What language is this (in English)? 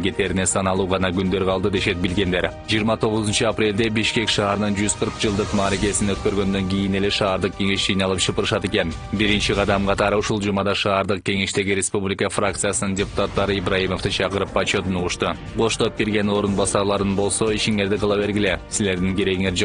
Kyrgyz